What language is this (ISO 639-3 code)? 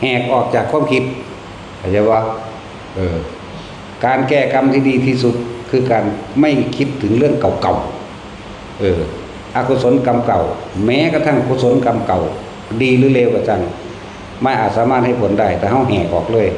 tts